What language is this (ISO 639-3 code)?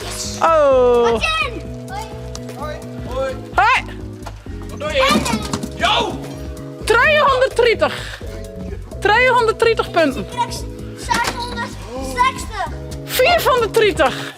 fry